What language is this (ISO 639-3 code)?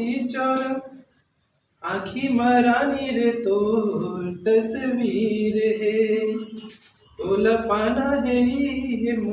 hne